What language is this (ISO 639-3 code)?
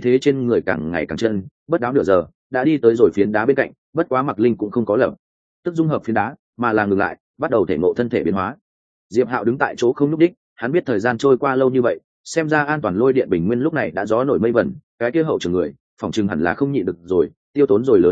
vie